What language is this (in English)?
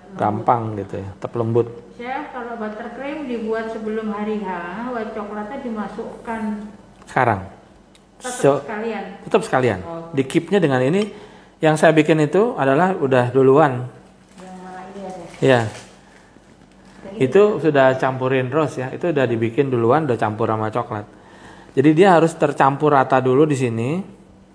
Indonesian